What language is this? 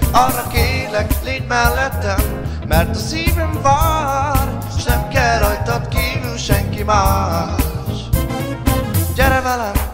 Hungarian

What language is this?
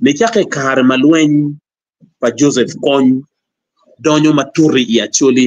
Acoli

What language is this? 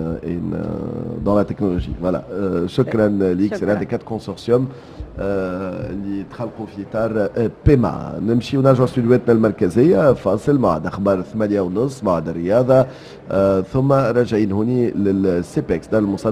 Tunisian Arabic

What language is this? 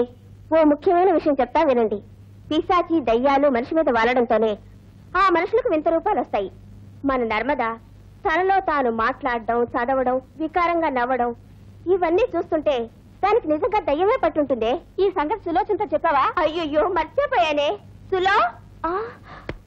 Telugu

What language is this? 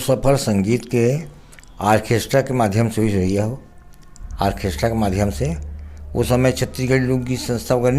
Chhattisgarhi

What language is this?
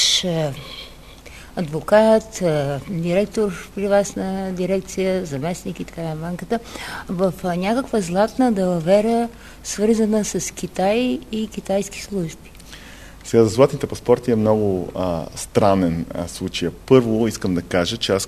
Bulgarian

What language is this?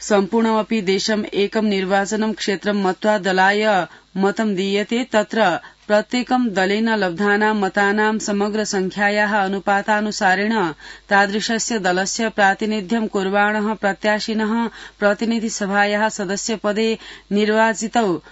Sanskrit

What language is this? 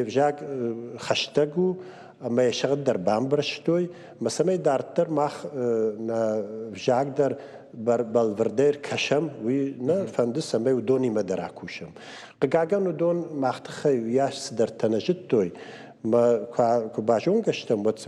Ossetic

